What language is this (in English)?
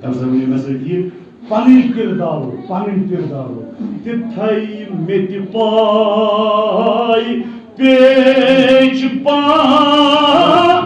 Kashmiri